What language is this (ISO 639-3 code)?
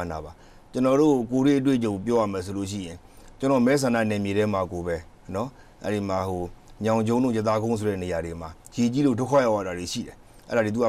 mya